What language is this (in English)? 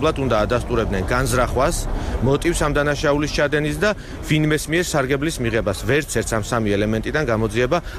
Georgian